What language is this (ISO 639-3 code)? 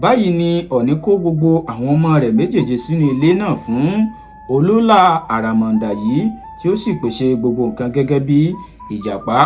yor